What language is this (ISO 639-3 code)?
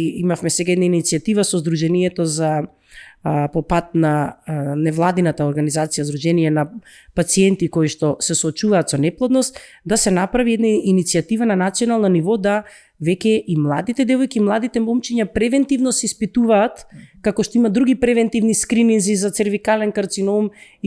mkd